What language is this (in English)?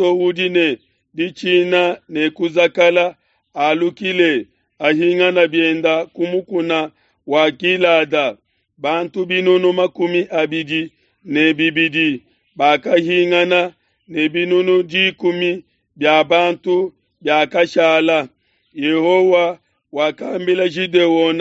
Luba-Lulua